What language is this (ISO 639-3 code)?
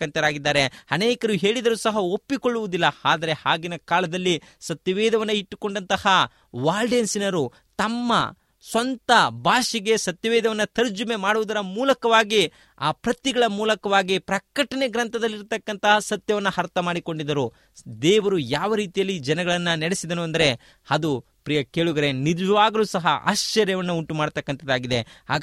kan